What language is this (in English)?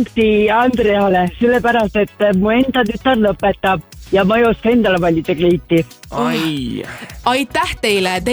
Estonian